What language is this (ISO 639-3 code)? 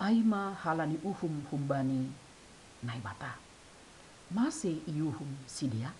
bts